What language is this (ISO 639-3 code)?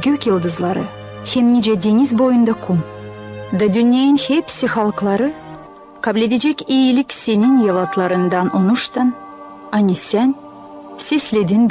gag